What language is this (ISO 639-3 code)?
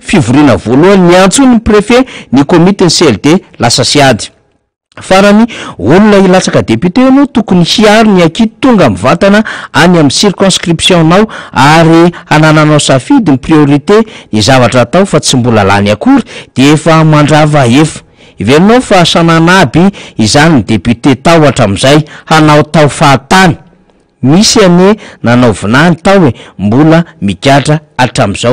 mlg